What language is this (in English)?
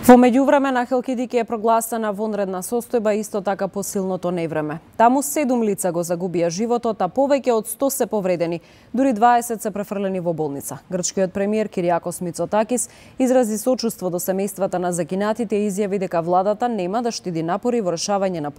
Macedonian